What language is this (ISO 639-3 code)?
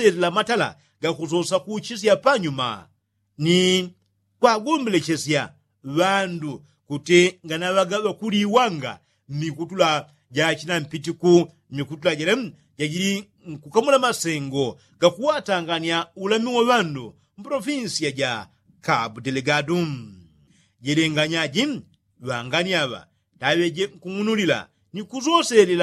yao